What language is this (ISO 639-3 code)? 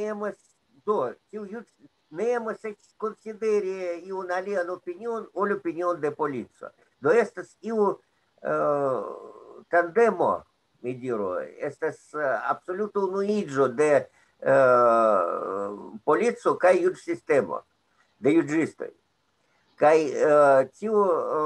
epo